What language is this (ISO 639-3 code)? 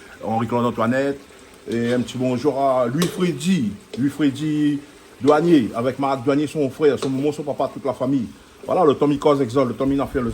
rcf